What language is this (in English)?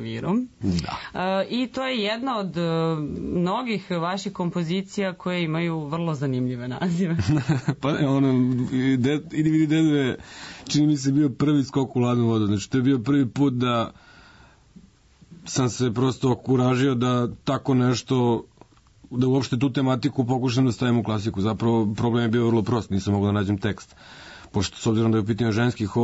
Serbian